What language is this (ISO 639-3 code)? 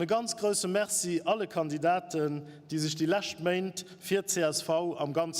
ltz